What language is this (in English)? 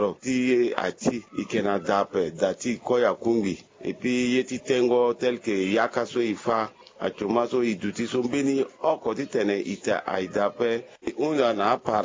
Sango